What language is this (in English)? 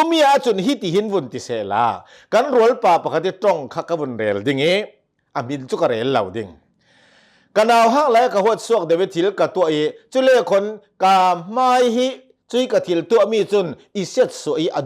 Hakha Chin